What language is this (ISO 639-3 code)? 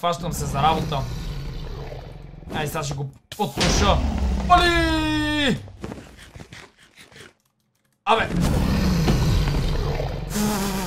bul